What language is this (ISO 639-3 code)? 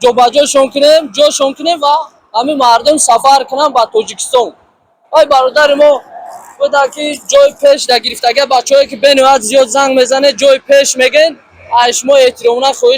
tgk